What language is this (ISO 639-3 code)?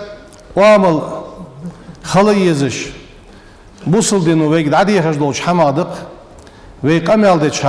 inh